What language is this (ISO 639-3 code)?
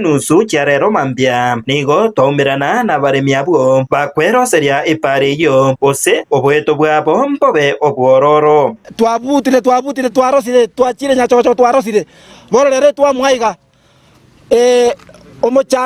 guz